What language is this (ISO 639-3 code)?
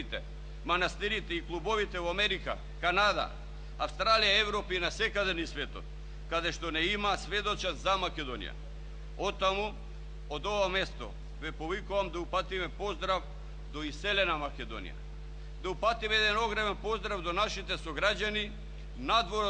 mkd